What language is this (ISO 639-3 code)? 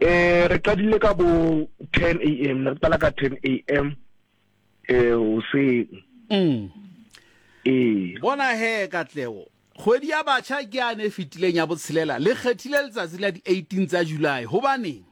sot